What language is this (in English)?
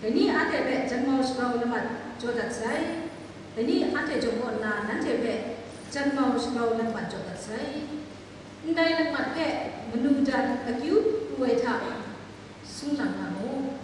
Kachin